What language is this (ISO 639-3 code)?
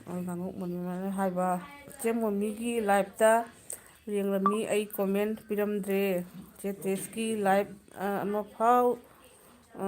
mni